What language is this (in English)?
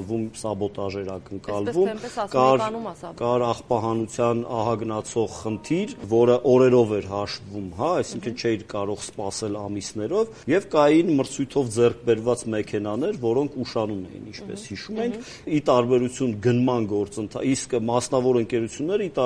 Armenian